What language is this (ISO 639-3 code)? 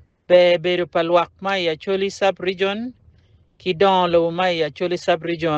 ach